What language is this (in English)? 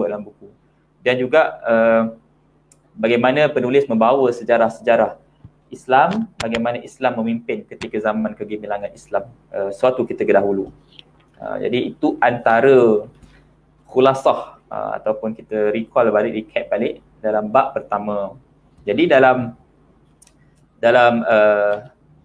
Malay